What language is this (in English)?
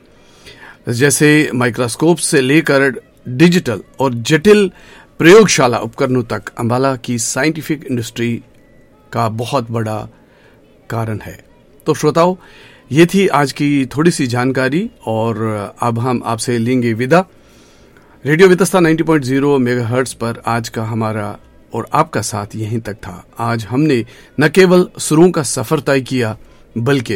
Hindi